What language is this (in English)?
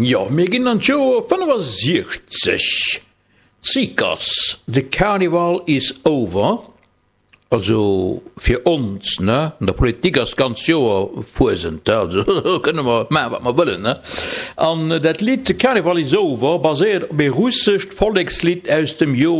Luxembourgish